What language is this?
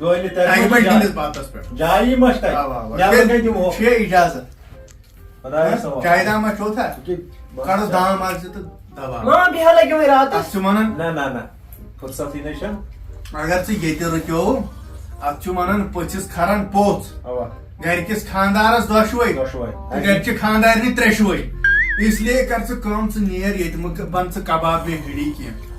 Kashmiri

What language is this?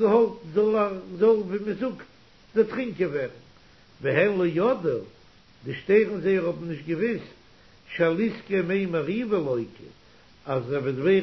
Yiddish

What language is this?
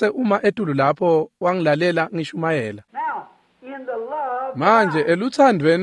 Swati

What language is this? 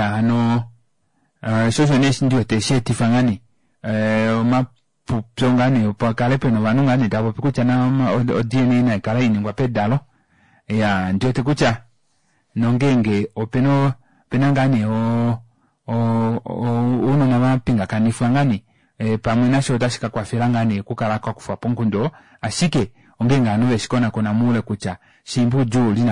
Kuanyama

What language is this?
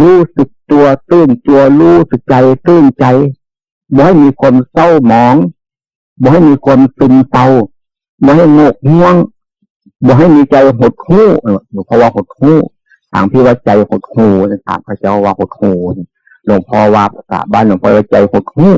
Northeastern Thai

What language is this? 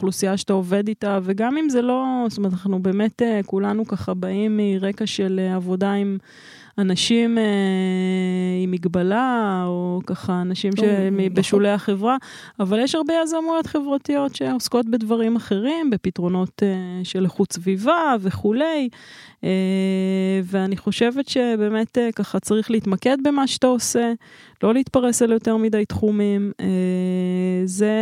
Hebrew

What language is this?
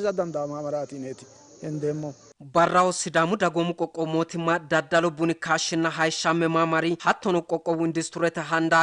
Sidamo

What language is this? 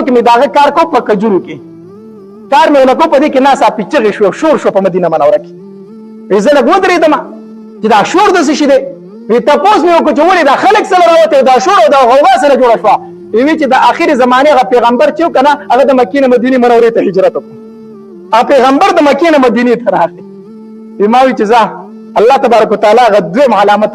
Pashto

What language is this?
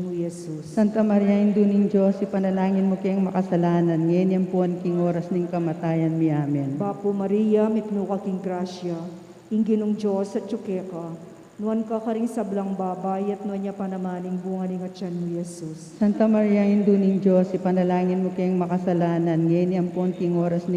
Pampanga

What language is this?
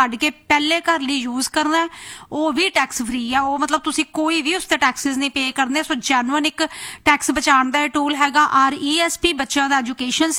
Punjabi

